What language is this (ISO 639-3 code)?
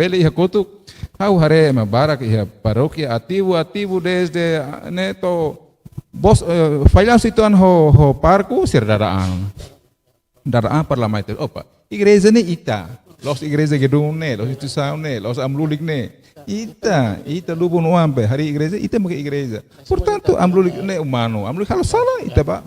tet